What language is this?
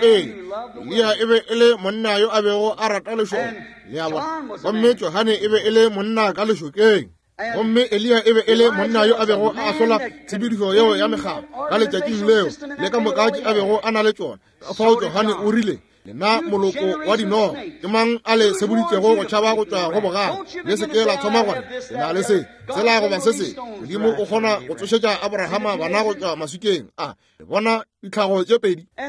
Northern Sotho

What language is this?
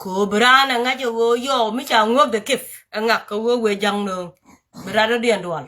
Nuer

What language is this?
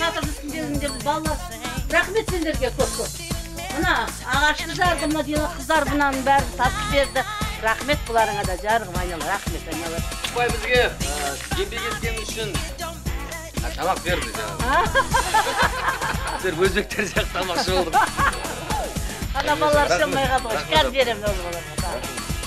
Kazakh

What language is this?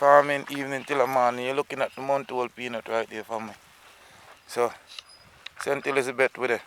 Jamaican Creole English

